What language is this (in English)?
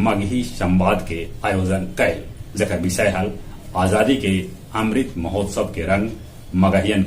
Magahi